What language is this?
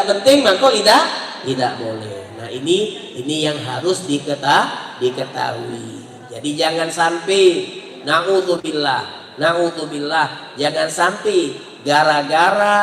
Musi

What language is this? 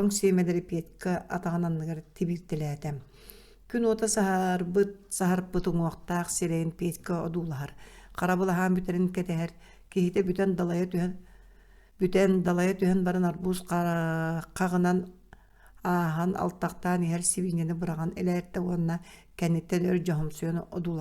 Yakut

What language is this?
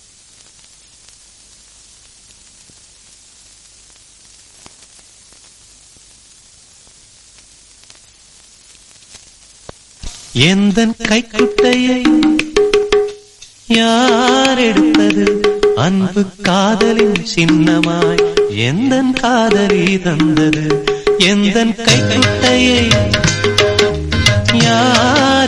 Tamil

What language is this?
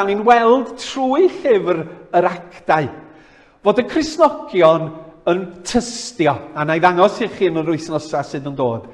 Welsh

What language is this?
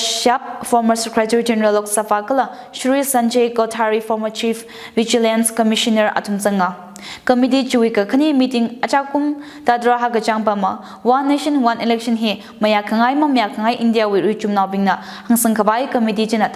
Tangkhul Naga (India)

